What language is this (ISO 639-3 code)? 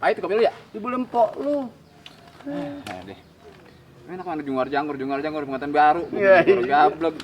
bew